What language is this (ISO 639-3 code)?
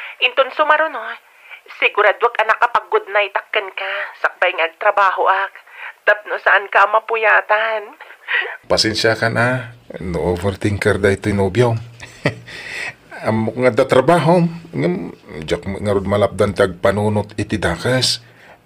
ilo